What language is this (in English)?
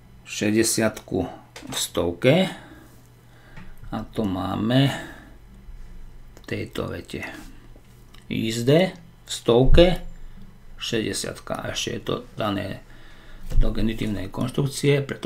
Slovak